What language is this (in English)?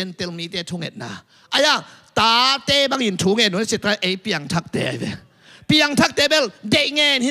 Tedim Chin